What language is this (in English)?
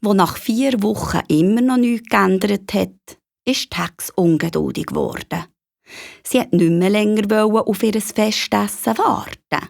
Swiss German